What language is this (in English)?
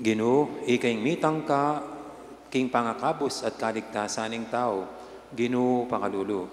Pampanga